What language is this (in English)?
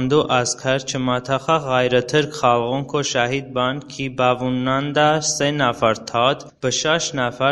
Talysh